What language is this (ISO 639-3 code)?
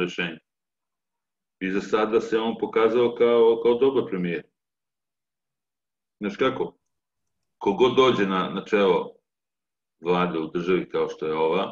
srp